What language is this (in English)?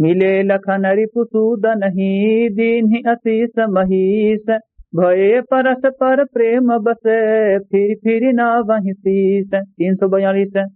Awadhi